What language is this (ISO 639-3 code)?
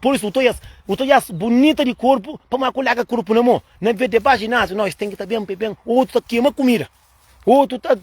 kea